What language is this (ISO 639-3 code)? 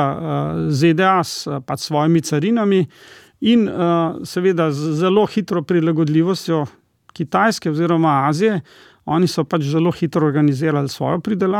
slv